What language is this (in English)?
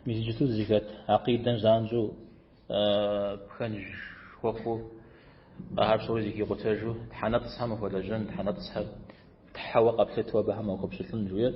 Kabardian